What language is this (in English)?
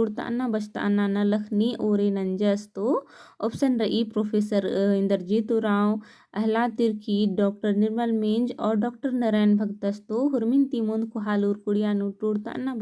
Kurukh